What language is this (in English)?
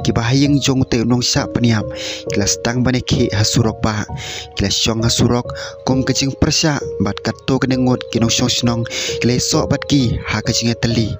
Khasi